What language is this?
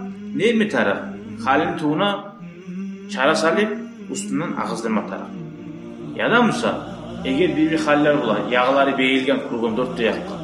Kumyk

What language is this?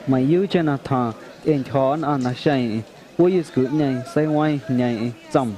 Guerrero Amuzgo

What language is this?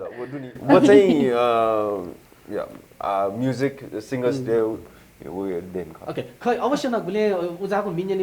Newari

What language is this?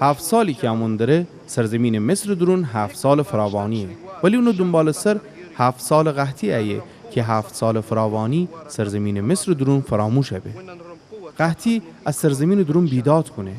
Gilaki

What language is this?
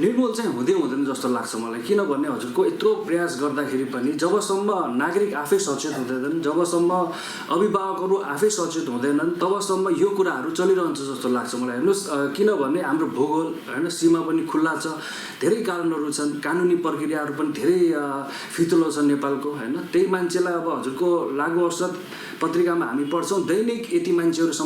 Nepali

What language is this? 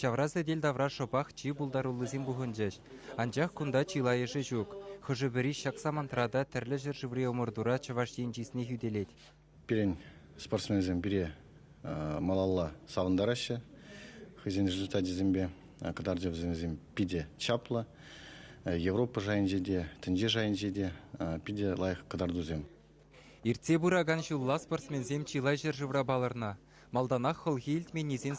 Chuvash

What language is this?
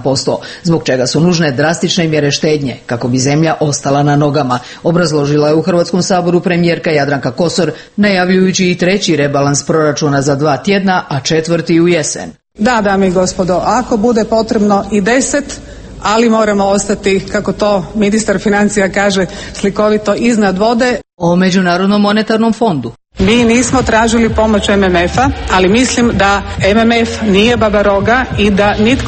Croatian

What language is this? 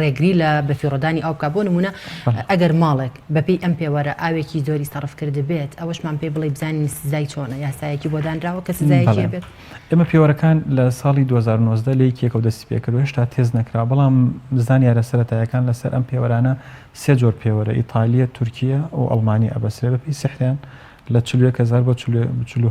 Central Kurdish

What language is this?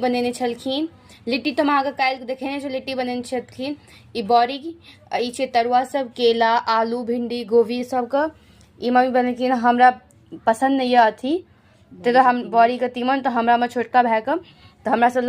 Maithili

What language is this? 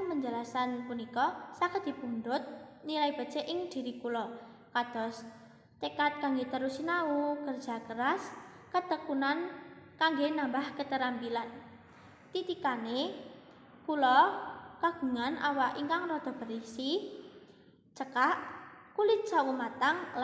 Javanese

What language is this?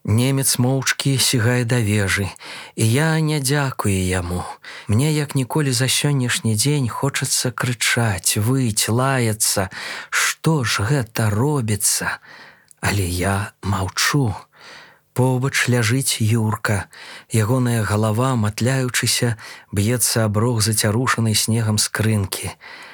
Belarusian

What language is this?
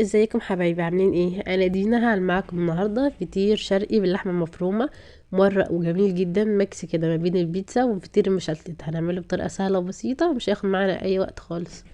Egyptian Arabic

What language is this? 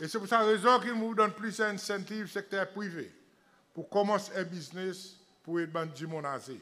Seselwa Creole French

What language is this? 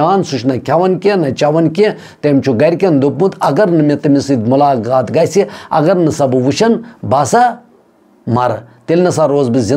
Kashmiri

